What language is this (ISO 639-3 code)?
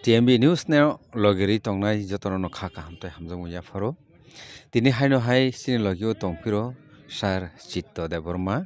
trp